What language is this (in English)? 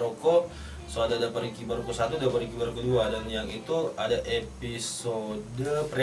Manado Malay